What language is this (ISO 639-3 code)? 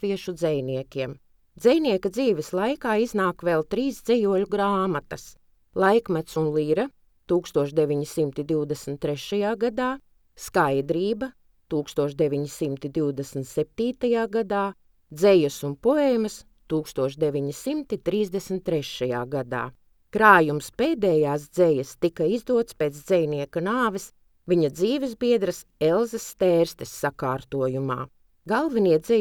lav